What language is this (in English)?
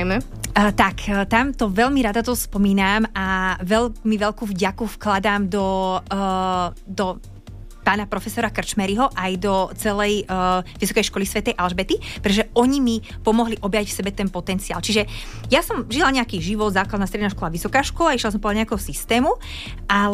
Slovak